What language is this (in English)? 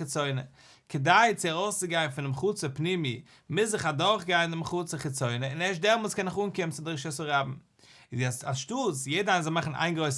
Yiddish